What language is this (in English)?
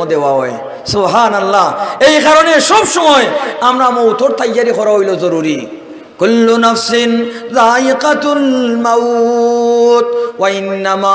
Sylheti